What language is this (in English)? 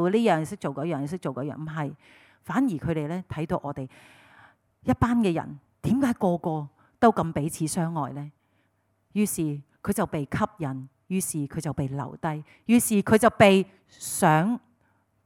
Cantonese